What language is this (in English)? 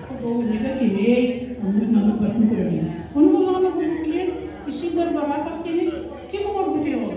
Yakut